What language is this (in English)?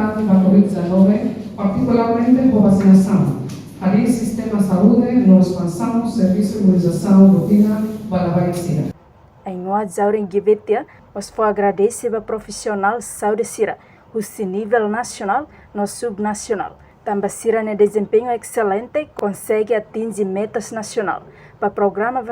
Tetum